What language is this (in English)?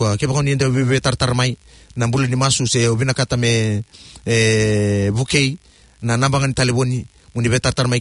Fijian